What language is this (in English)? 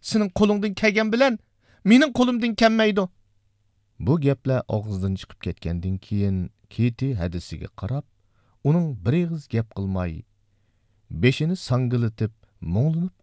Uyghur